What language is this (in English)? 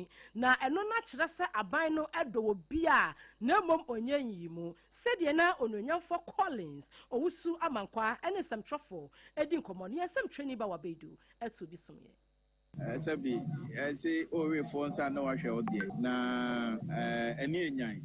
Akan